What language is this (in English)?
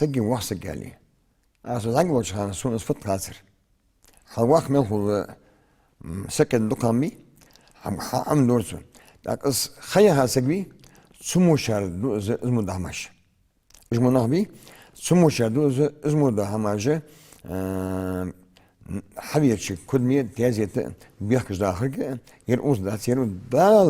Ingush